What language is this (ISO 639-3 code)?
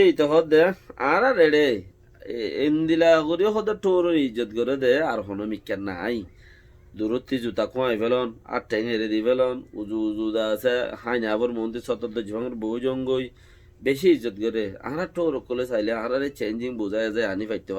rhg